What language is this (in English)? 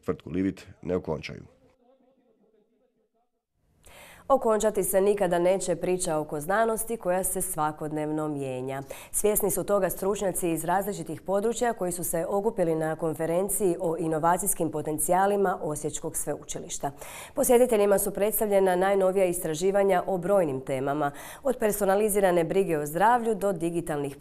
Croatian